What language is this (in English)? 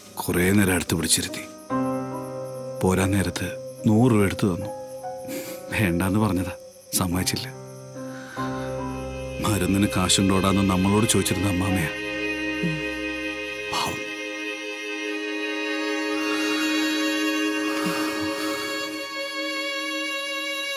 Malayalam